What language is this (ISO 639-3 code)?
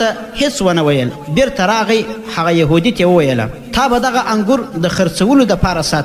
pus